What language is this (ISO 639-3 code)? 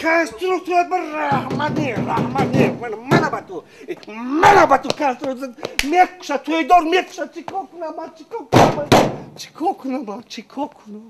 tgk